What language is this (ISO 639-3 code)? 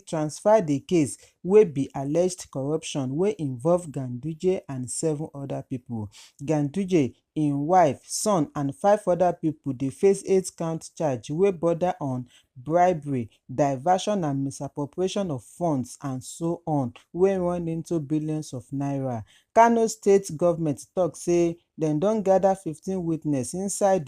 pcm